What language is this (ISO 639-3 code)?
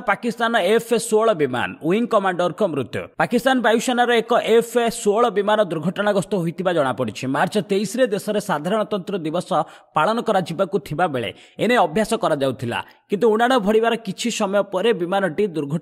ori